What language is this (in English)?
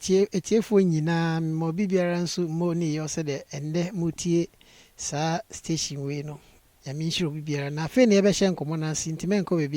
Akan